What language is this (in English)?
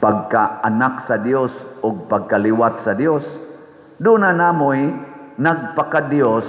Cebuano